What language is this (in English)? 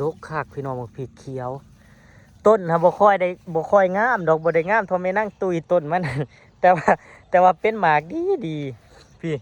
Northeastern Thai